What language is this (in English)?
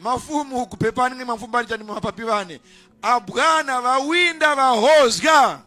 Nyanja